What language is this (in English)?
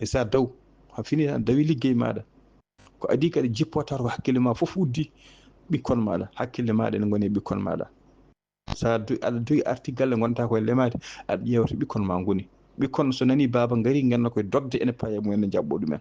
Fula